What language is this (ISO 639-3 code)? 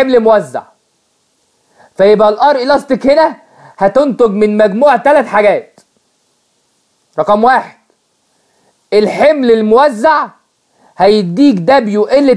arz